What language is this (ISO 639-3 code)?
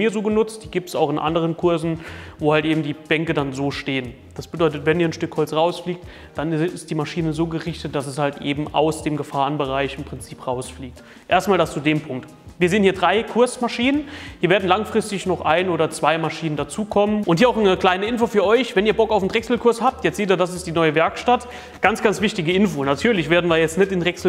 deu